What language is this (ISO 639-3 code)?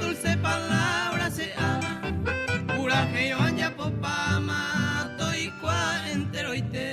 grn